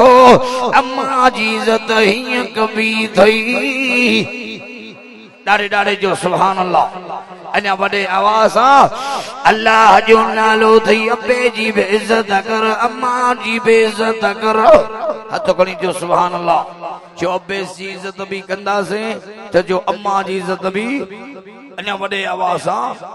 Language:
Sindhi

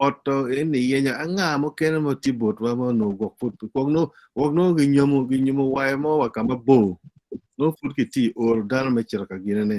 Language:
Acoli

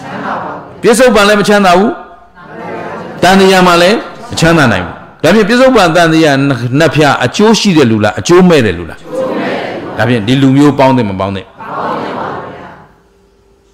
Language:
Burmese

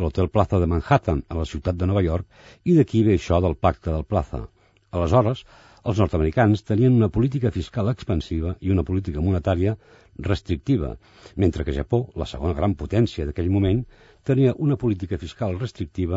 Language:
Catalan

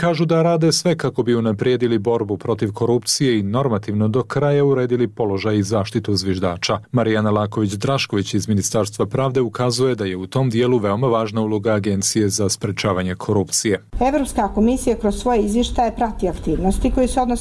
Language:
Serbian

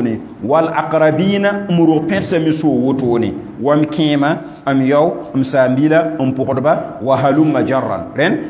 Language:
Mossi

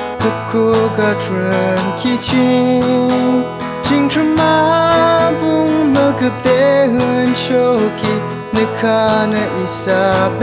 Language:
Yimchungru Naga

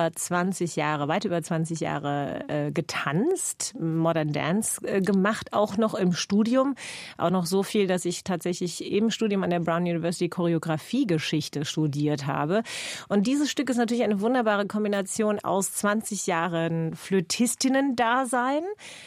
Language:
German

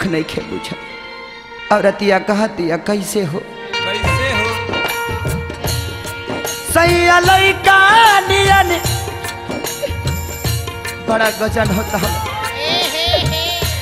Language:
Bhojpuri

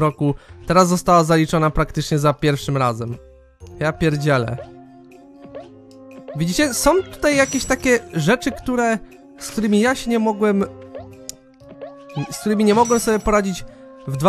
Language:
Polish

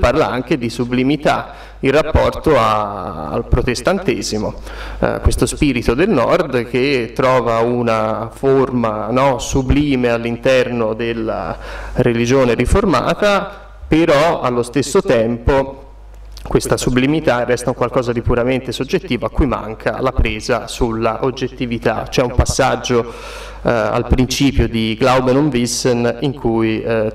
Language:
Italian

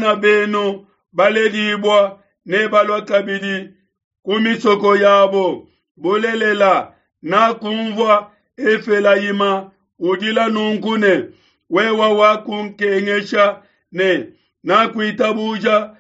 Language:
Luba-Lulua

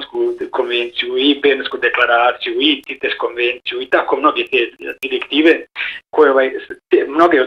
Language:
Bosnian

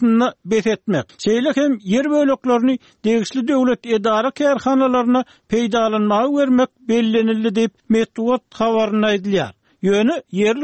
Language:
Turkmen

